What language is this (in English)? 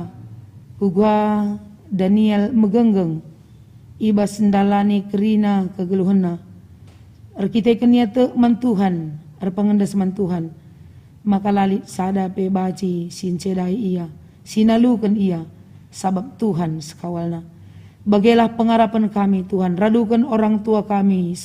Batak Karo